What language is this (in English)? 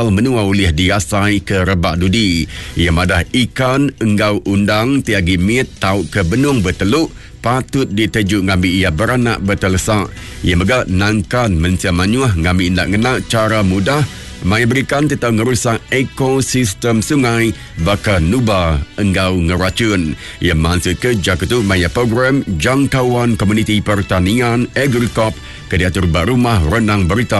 Iban